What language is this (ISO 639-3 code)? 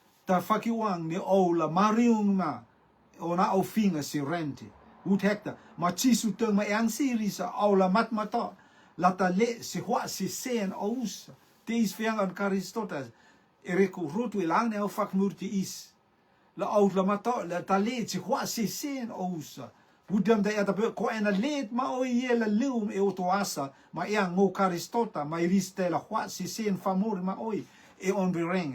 rtm